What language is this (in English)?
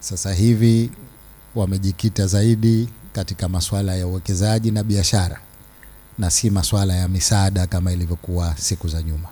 Swahili